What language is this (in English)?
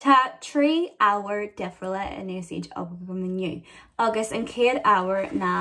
Irish